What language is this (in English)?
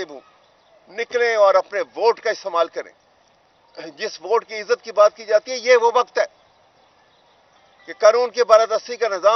Urdu